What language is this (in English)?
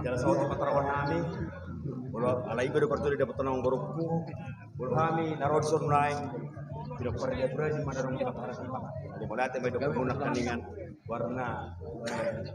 Batak Toba